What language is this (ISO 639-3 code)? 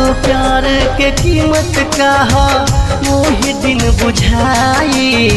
bho